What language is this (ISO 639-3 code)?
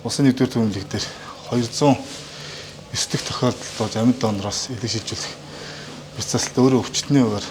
mon